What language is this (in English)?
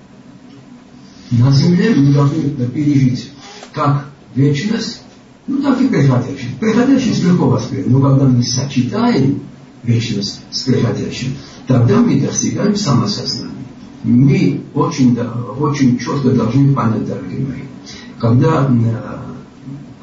Russian